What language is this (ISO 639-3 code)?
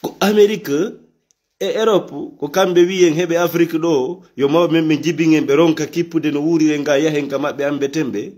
ful